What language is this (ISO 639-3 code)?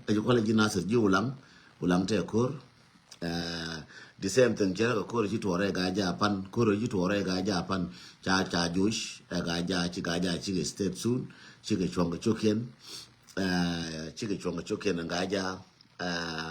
nus